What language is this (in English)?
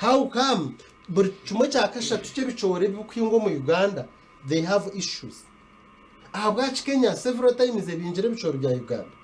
Nyankole